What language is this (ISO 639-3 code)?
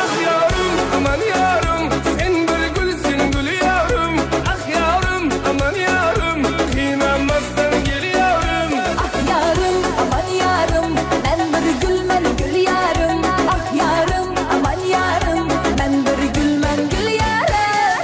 kaa